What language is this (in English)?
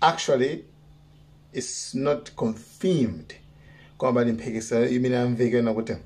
Nyanja